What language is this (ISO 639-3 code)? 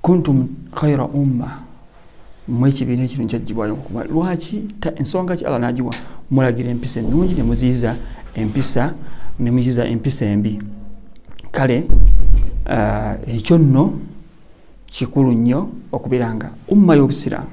lug